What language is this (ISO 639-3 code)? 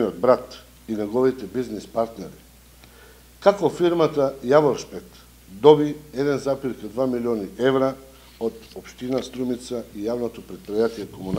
mkd